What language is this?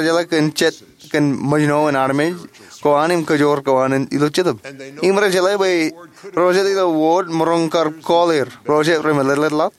Marshallese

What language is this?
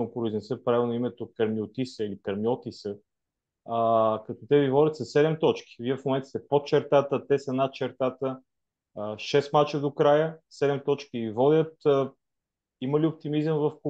Bulgarian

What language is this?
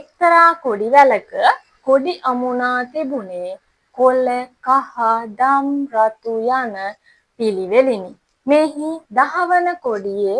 Sinhala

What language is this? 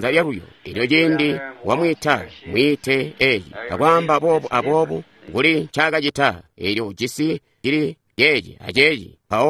Tonga (Zambia)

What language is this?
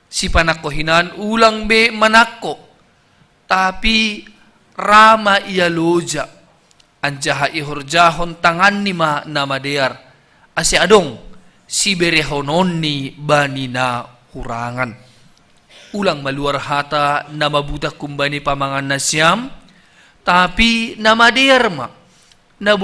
Batak Simalungun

